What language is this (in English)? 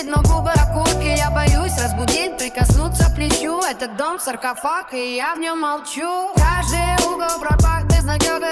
Russian